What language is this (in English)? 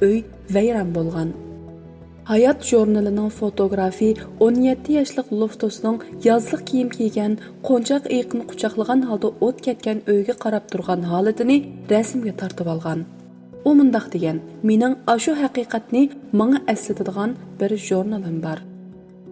Uyghur